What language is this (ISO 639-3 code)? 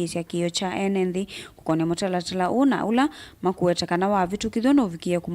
kam